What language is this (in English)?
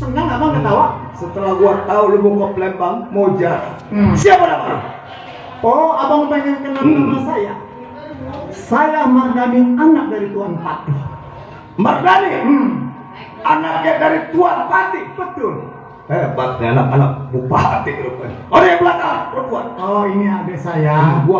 Betawi